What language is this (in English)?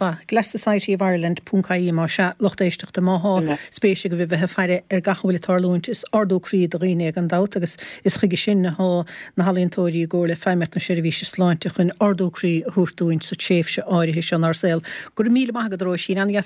Irish